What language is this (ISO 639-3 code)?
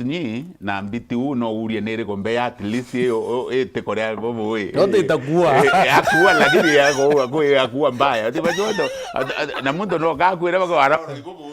mer